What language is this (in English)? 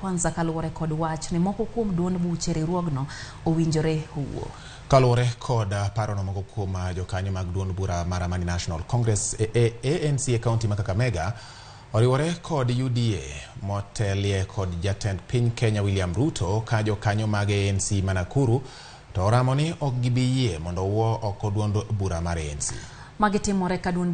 Luo (Kenya and Tanzania)